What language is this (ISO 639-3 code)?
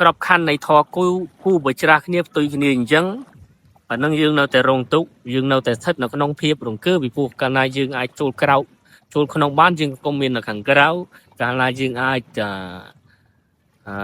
khm